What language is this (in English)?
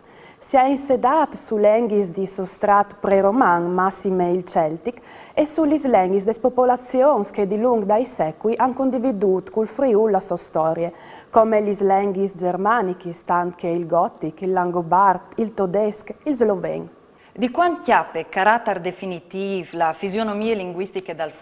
Friulian